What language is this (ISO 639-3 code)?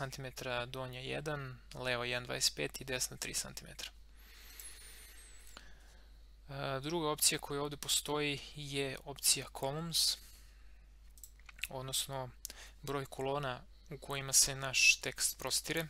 srp